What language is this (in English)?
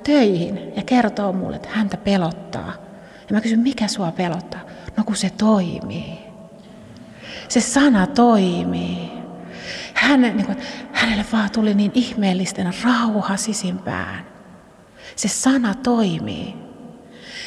Finnish